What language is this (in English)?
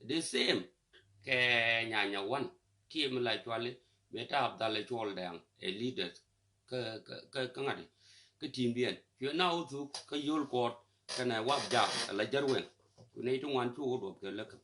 Nuer